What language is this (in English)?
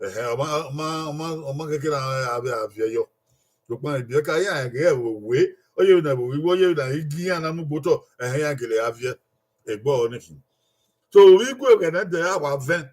Bini